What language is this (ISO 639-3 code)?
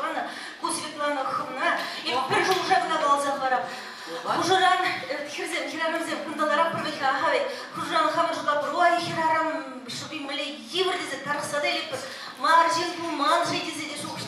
chv